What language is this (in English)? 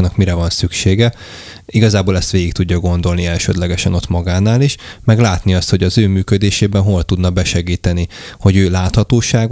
Hungarian